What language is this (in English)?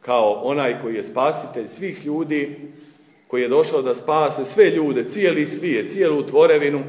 Serbian